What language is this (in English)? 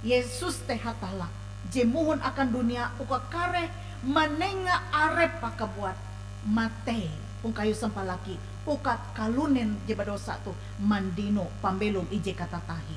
Ngaju